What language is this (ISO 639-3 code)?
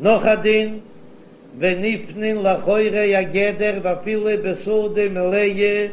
yid